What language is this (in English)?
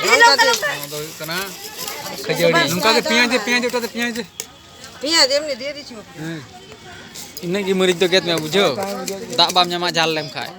Santali